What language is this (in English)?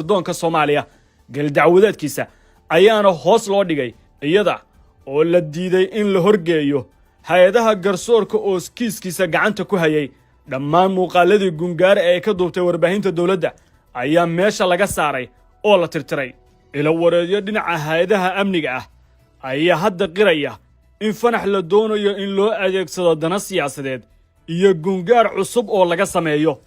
Somali